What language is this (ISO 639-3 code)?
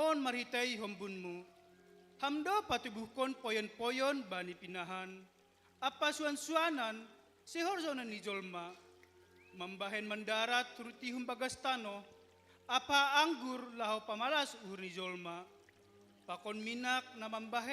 bts